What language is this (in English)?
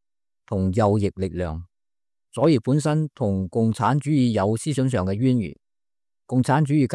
Cantonese